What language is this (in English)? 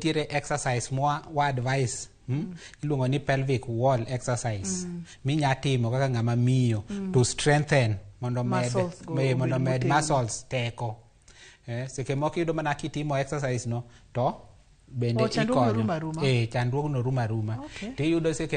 Luo (Kenya and Tanzania)